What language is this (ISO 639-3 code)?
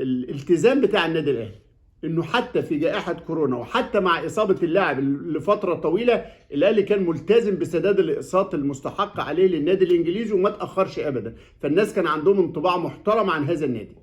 arz